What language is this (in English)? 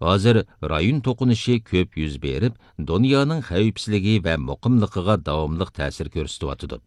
Uyghur